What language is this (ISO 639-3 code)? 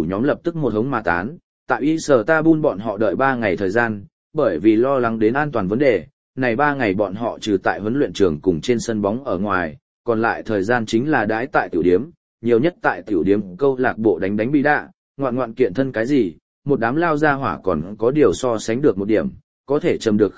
vie